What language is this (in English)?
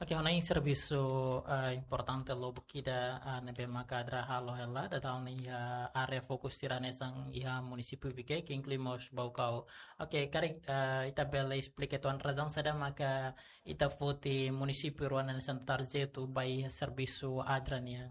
Tetum